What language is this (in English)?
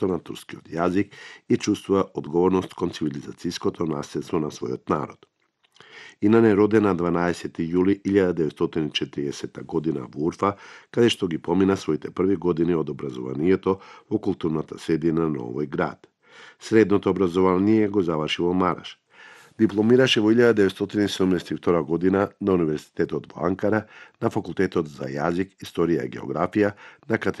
Macedonian